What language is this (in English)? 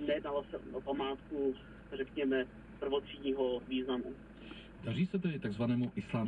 Czech